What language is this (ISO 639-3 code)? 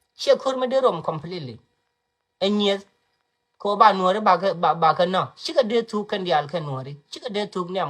nus